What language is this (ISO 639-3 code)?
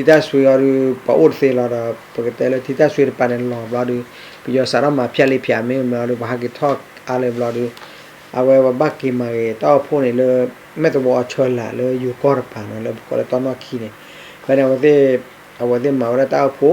ksw